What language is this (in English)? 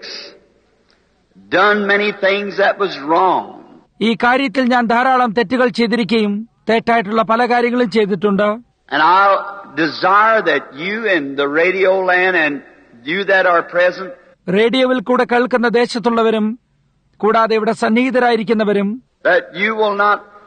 Malayalam